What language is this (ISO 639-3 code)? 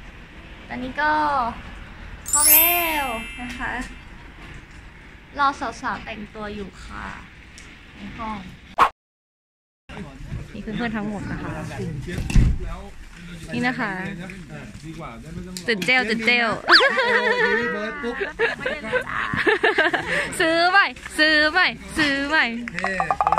tha